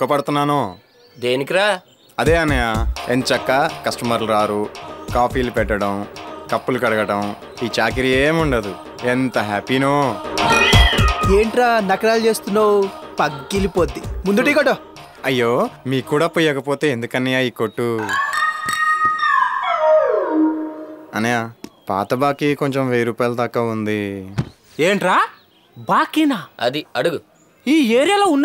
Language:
Telugu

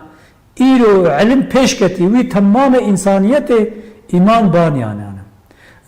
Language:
Kurdish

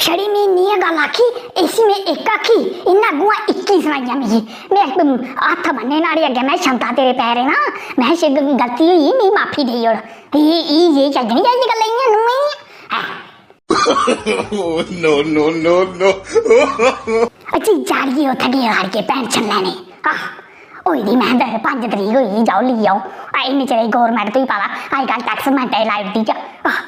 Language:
Dogri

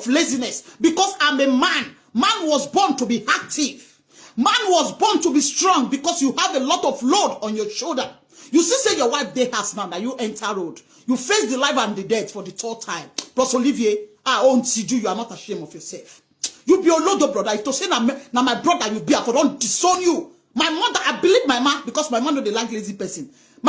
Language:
Nigerian Pidgin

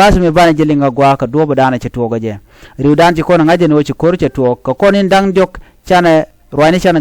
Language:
Nuer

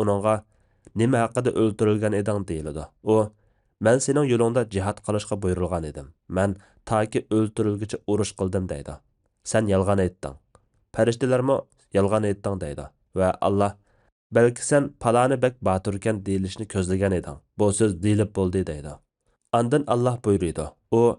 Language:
Uyghur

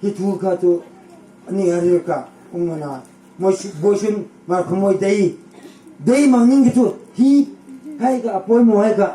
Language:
Hmar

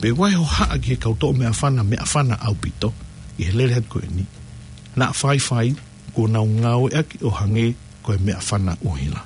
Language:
Tongan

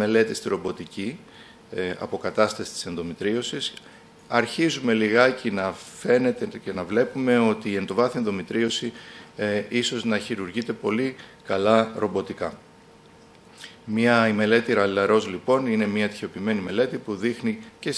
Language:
Greek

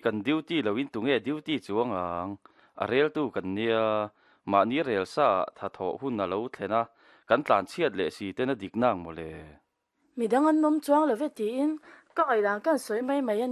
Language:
Mizo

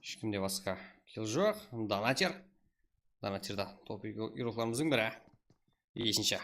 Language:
Kara-Kalpak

